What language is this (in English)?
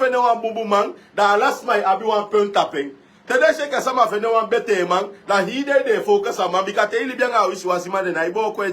Sranan Tongo